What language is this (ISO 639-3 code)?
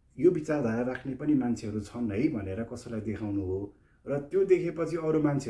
nep